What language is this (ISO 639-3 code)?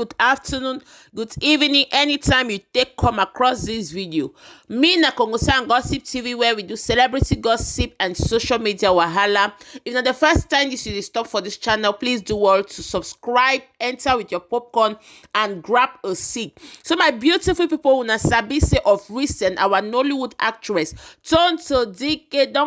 pcm